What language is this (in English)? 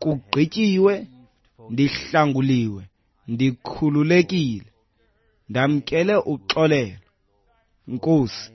Xhosa